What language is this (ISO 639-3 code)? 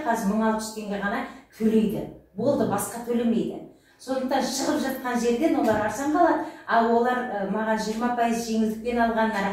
kaz